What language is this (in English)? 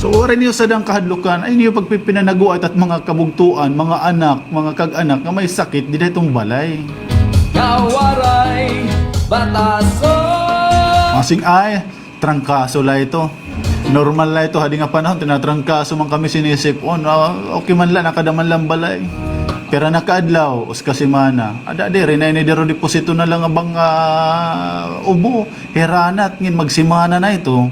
Waray